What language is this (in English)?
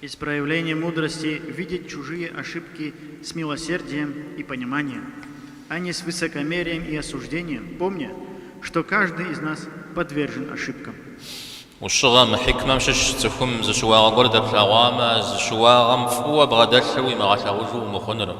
Kabardian